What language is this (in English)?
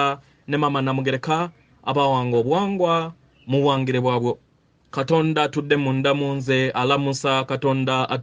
Ganda